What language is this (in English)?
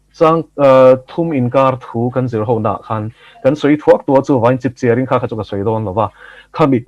Mizo